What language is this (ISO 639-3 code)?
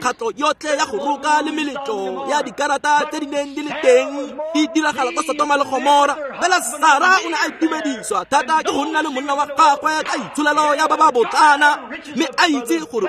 tsn